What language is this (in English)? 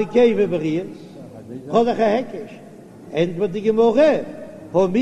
Yiddish